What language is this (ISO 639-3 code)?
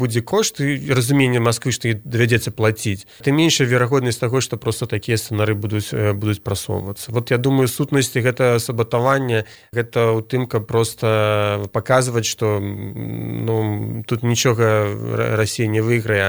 bel